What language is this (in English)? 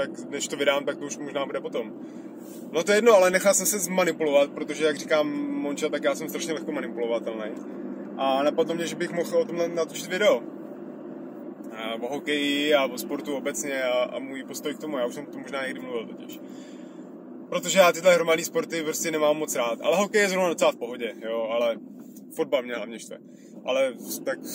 Czech